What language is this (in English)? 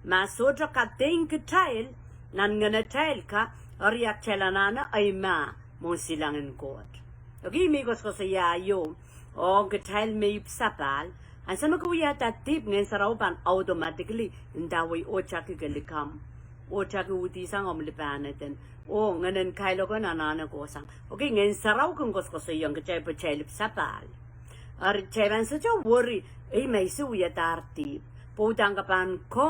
Pohnpeian